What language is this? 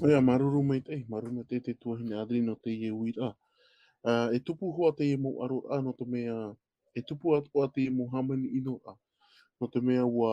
Tahitian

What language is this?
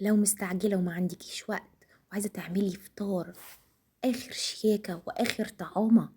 Egyptian Arabic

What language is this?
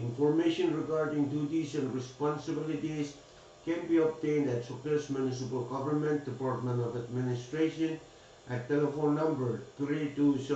Pohnpeian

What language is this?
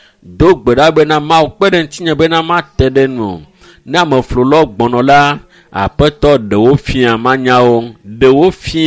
Ewe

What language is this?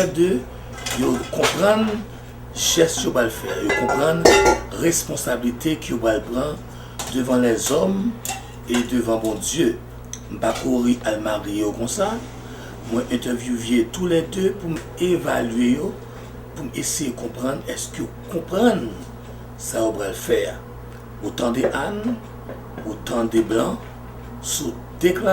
Haitian Creole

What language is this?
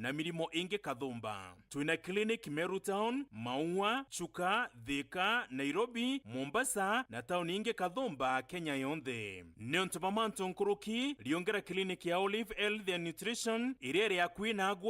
Meru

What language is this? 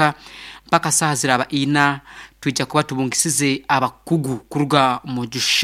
Nyankole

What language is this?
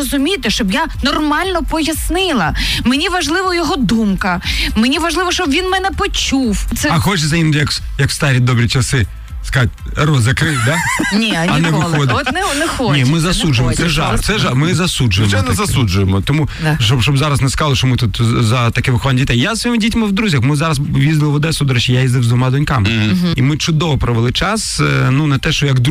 Ukrainian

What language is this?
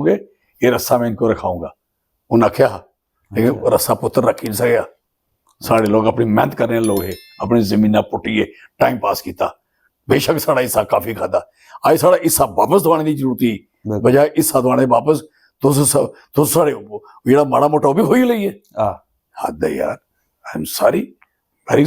Dogri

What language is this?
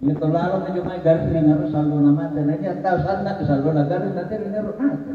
Makasar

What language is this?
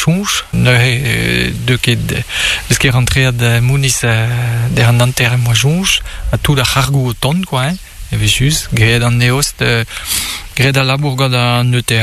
Breton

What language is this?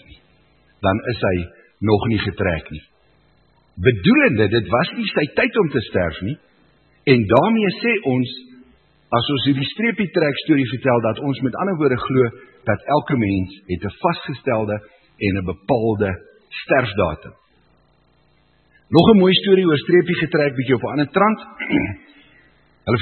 Afrikaans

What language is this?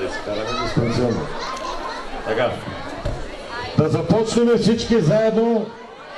Bulgarian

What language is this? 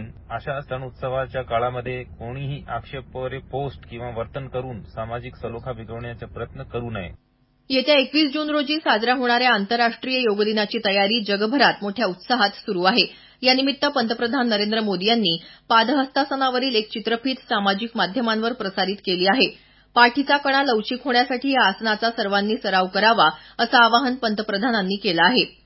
Marathi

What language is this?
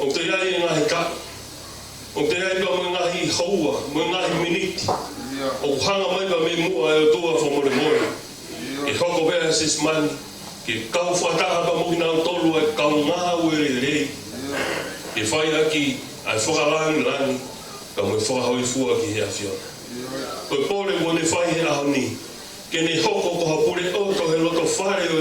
Tongan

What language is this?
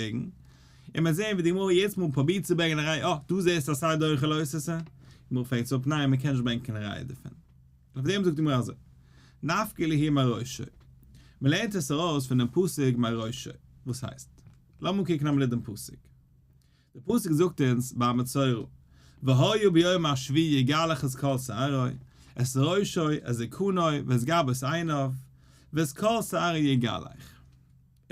Yiddish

